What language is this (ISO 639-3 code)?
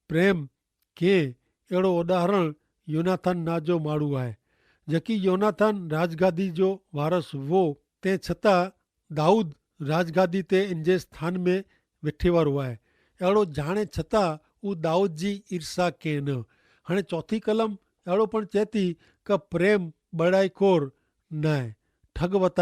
kfr